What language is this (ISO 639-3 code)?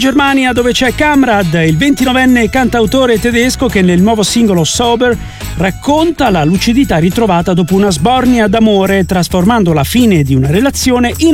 ita